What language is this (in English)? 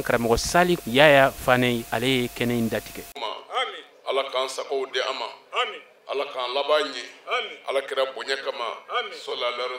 Bambara